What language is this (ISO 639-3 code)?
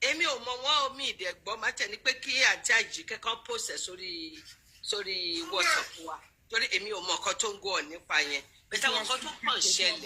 yor